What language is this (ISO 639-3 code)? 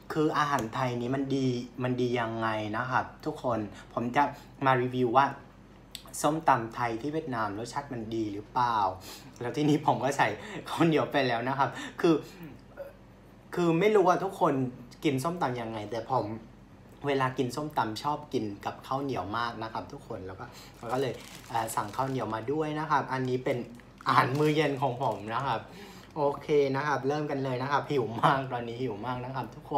tha